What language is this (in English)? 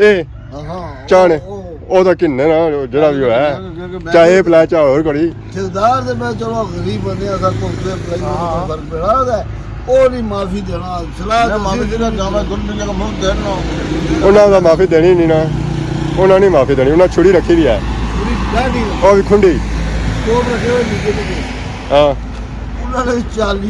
Pahari-Potwari